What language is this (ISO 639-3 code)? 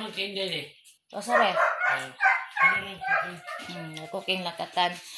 ceb